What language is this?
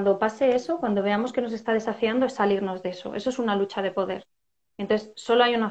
Spanish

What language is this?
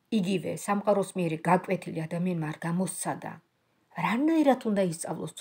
Georgian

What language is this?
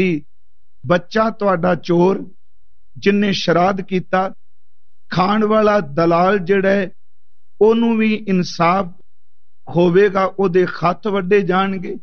Punjabi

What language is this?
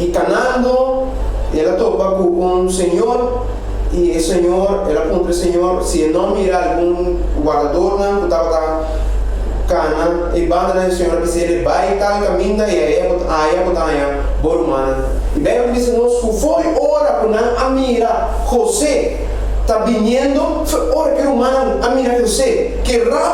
Papiamento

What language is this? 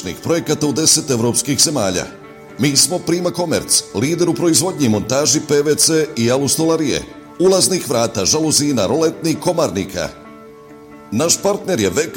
Bosnian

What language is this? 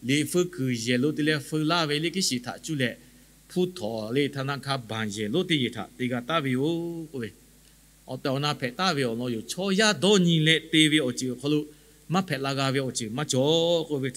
Lahu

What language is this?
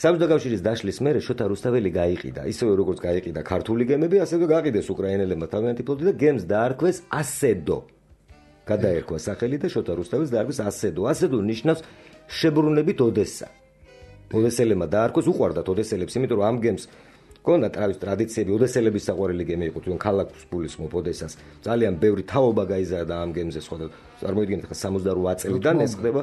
Georgian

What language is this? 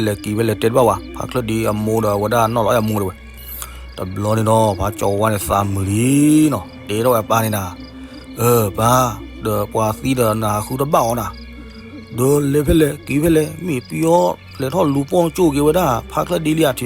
S'gaw Karen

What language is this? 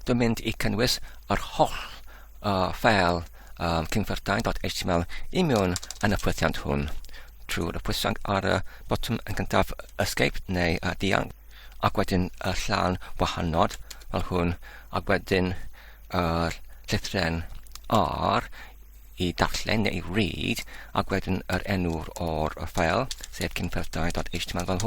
Welsh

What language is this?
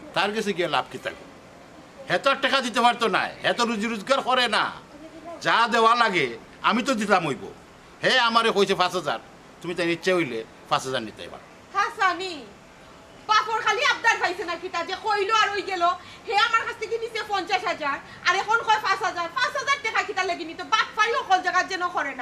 Sylheti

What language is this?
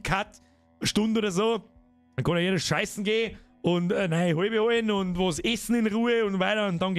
Bavarian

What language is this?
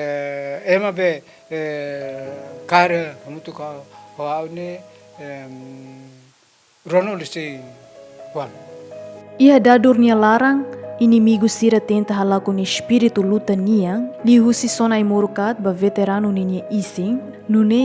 Tetum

